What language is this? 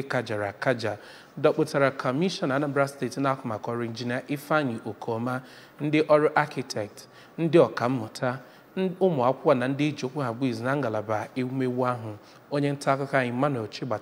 Igbo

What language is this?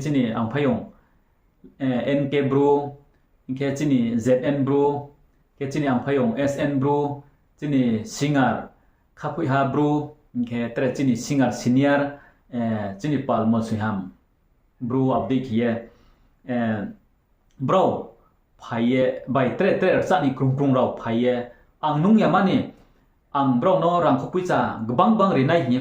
Riang (India)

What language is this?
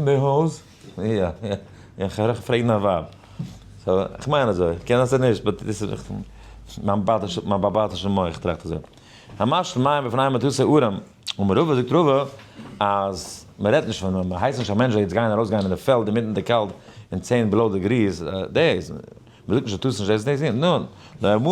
Yiddish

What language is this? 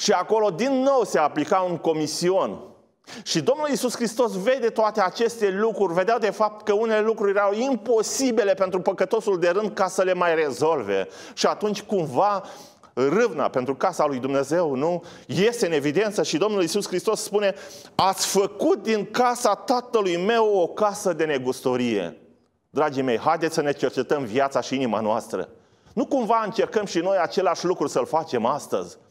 Romanian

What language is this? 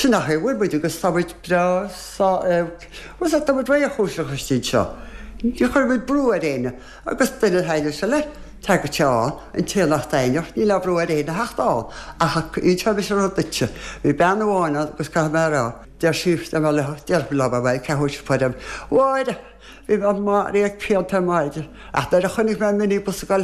Irish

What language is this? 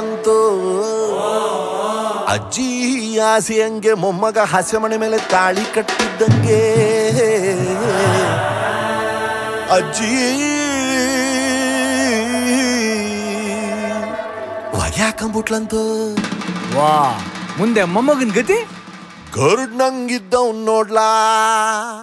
Kannada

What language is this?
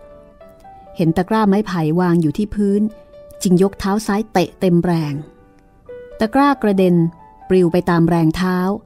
Thai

